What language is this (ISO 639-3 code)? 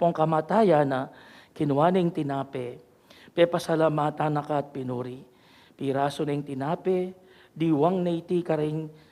pam